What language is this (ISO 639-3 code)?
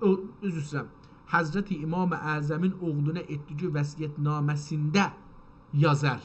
azb